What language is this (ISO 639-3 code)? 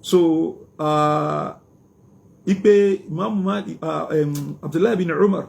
yor